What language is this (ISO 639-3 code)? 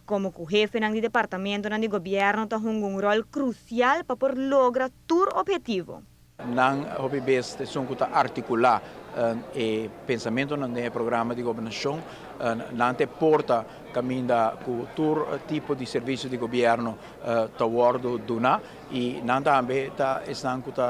pap